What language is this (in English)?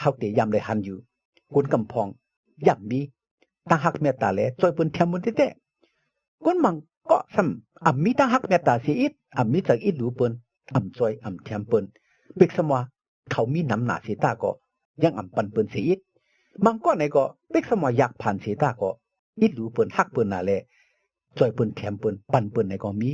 Shan